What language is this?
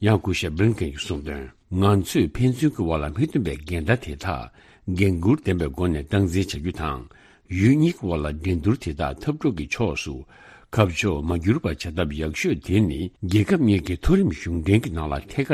Tibetan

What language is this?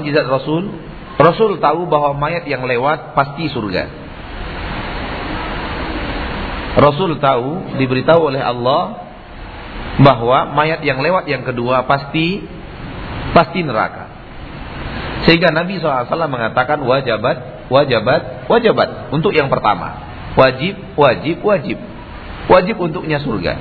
Indonesian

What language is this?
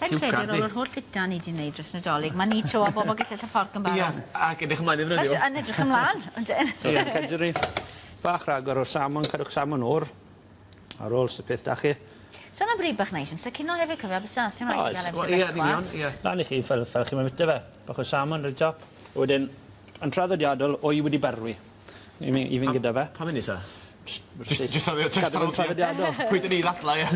Welsh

